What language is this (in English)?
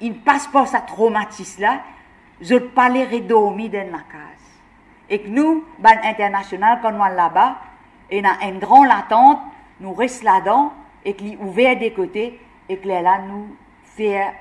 Morisyen